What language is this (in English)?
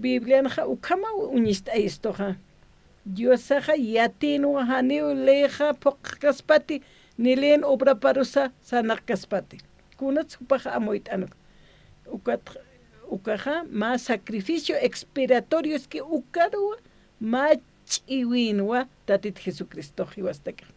Aymara